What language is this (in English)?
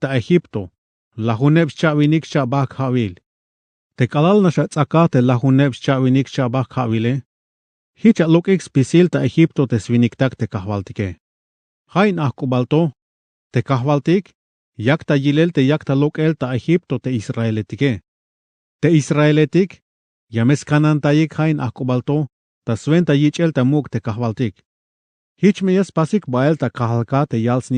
Tzeltal